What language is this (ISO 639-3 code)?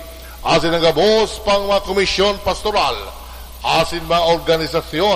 bik